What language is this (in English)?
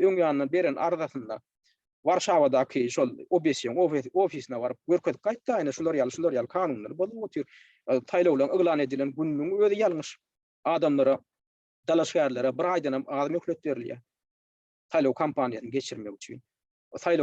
Turkmen